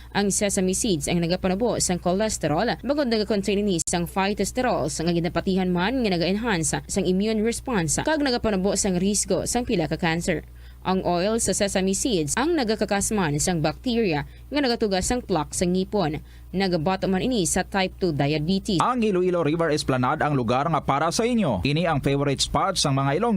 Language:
Hiligaynon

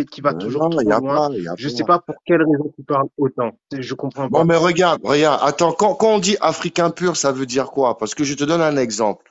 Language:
French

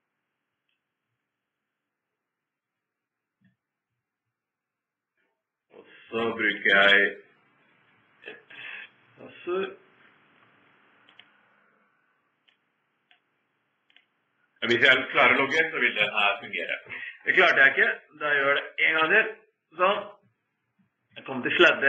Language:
Norwegian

